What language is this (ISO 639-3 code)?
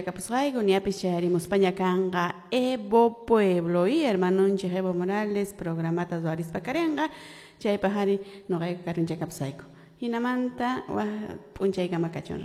que